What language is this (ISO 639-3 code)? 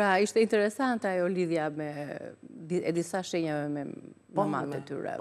sqi